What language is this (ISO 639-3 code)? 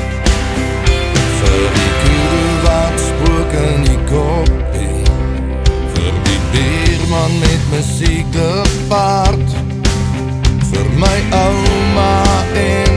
afr